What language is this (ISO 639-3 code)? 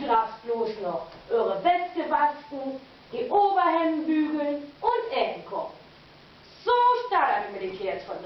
nds